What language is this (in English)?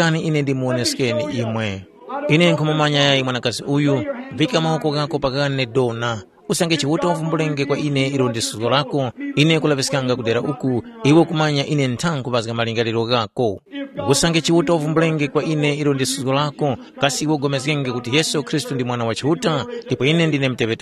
Tumbuka